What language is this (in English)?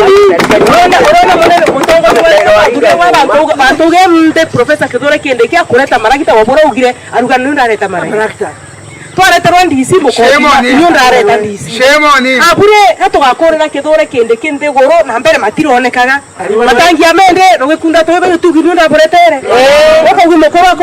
Meru